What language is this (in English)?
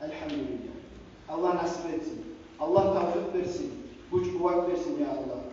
Kumyk